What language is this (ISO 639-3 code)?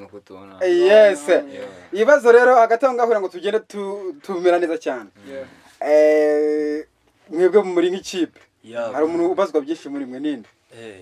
kin